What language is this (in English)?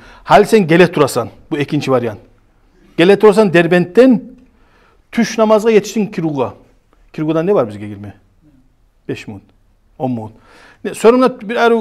Kumyk